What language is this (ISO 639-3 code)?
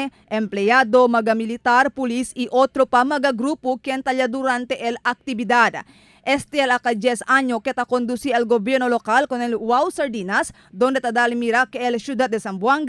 cbk